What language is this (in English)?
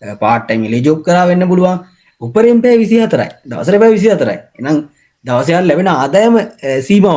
Sinhala